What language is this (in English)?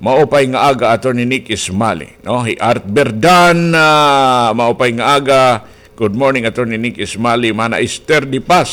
Waray